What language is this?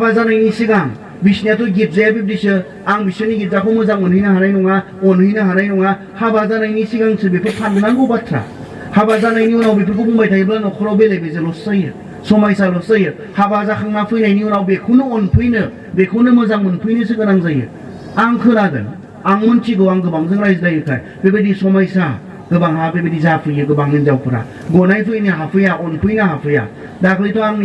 Bodo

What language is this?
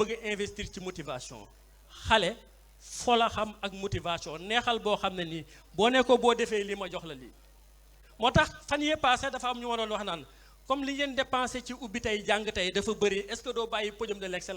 Wolof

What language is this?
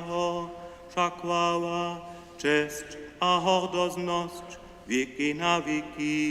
Upper Sorbian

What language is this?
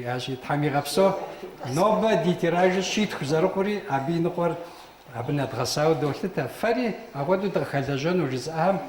Kabardian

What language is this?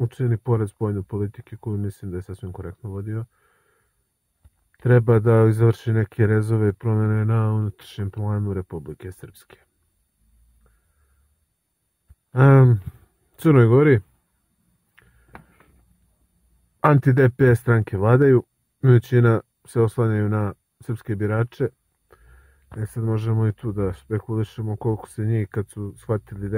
Serbian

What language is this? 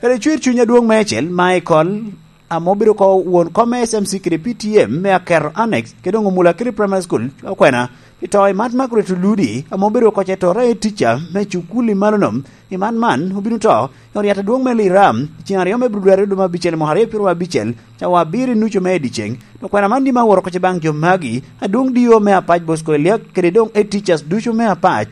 Lango (Uganda)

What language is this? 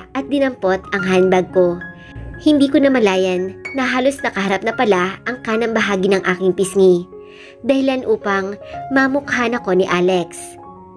Filipino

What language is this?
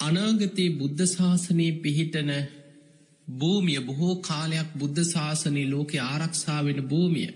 Sinhala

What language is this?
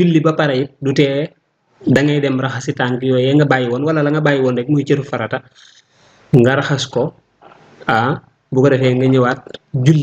Wolof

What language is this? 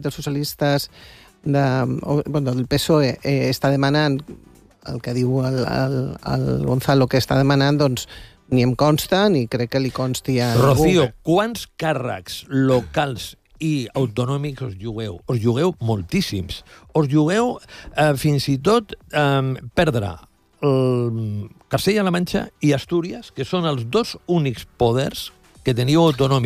Catalan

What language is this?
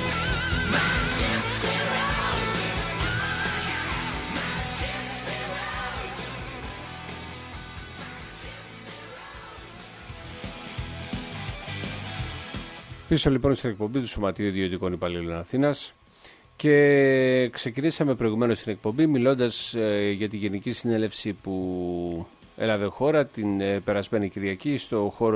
Greek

